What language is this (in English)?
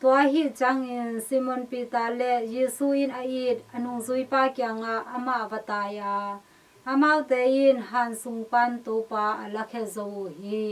Tedim Chin